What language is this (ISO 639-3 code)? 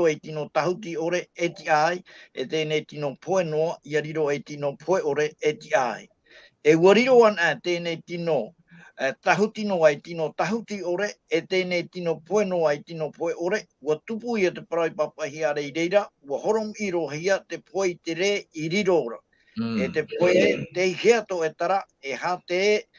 tah